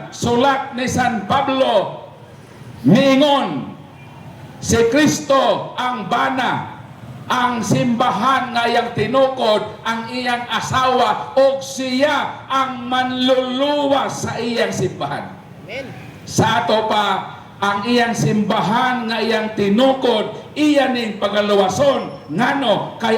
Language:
Cebuano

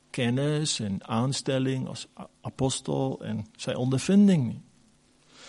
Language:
Afrikaans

